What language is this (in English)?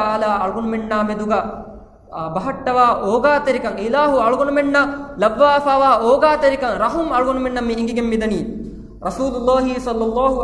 Divehi